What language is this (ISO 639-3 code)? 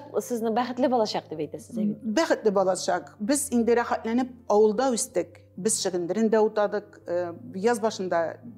tat